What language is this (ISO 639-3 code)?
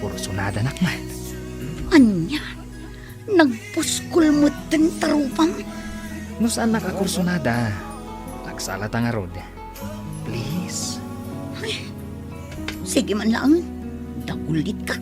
ilo